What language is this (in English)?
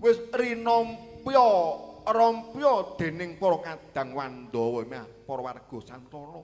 Javanese